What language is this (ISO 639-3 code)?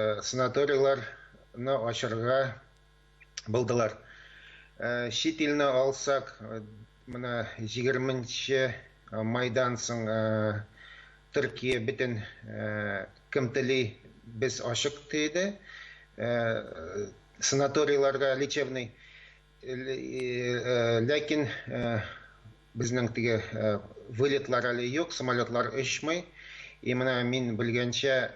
tat